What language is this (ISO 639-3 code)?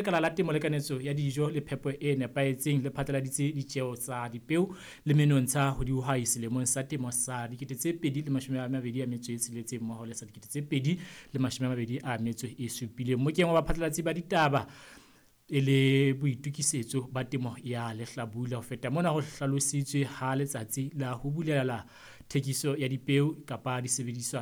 sot